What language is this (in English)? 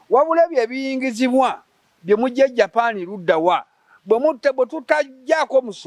Ganda